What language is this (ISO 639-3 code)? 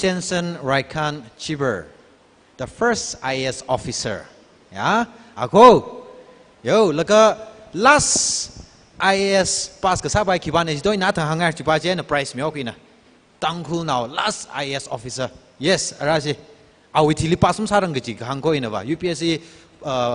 nmf